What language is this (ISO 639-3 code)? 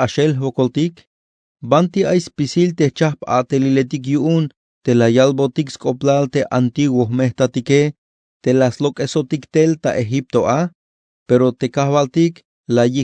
tzh